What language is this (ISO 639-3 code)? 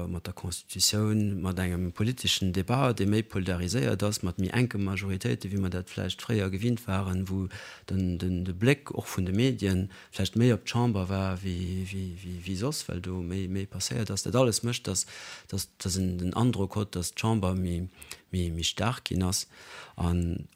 ltz